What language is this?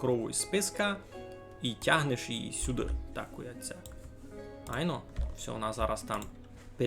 Rusyn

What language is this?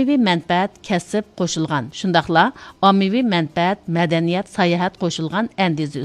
Uyghur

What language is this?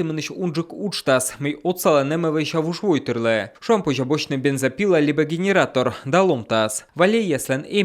Komi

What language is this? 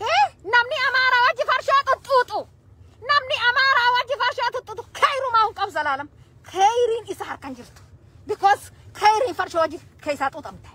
Oromo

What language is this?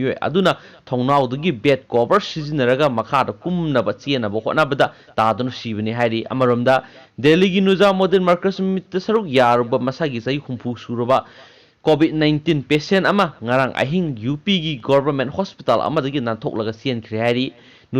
Manipuri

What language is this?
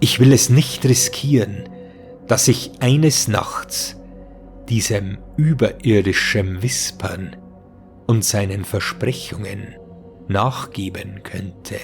Bavarian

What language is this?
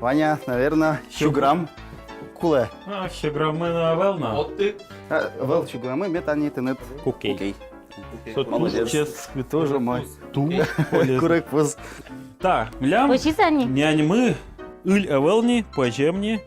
Udmurt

